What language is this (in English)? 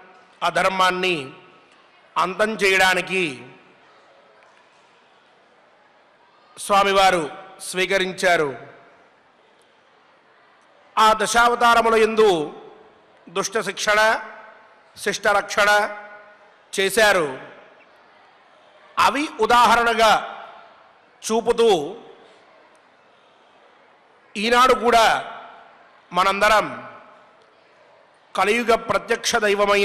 Telugu